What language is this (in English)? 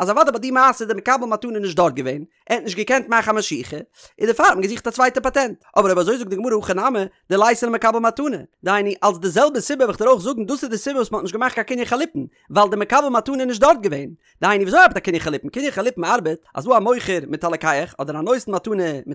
Yiddish